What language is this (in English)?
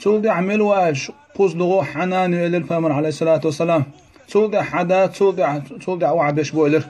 Chechen